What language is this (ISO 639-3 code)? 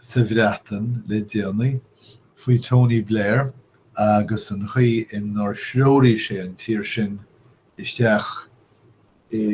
gle